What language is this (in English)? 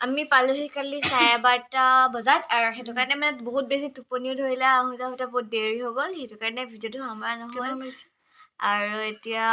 Assamese